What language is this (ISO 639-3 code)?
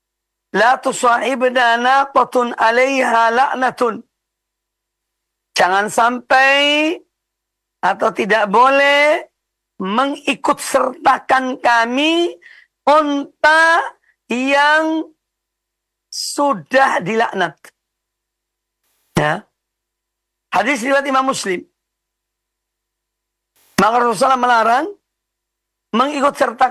ind